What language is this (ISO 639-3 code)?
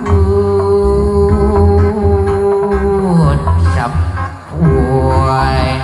sun